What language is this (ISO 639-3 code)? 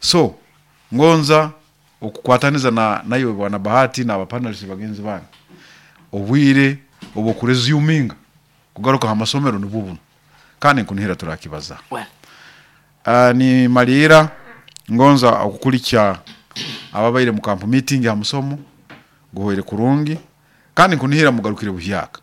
nyo